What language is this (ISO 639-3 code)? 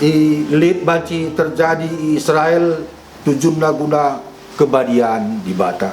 btx